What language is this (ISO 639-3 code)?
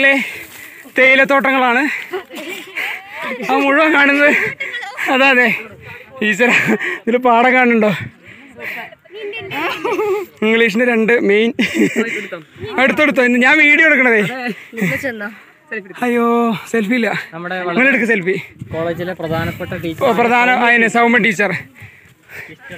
mal